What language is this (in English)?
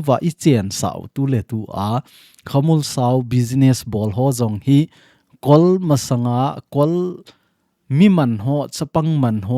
Thado Chin